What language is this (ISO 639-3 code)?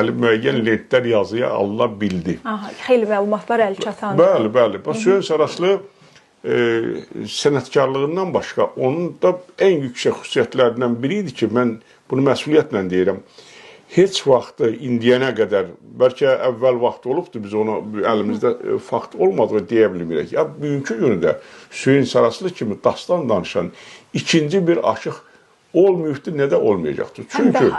aze